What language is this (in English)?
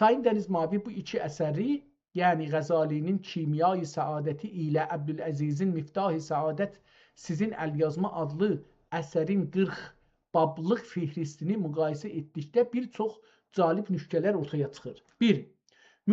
South Azerbaijani